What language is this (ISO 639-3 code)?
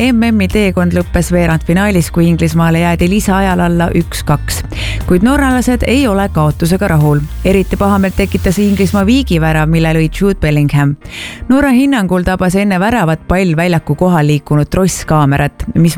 est